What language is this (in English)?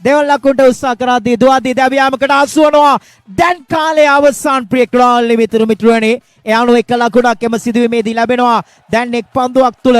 Sinhala